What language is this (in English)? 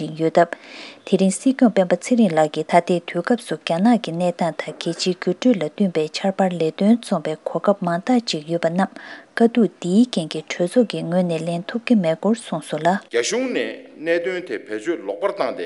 Tibetan